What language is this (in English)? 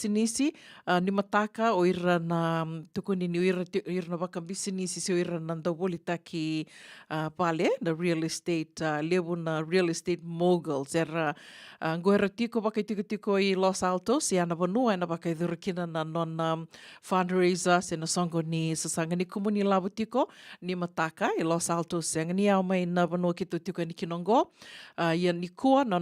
Fijian